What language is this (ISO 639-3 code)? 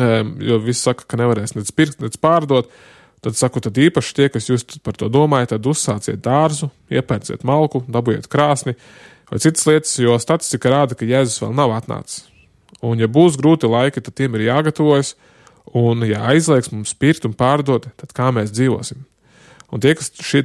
lav